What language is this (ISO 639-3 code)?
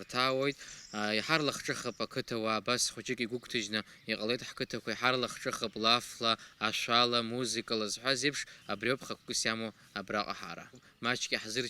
abk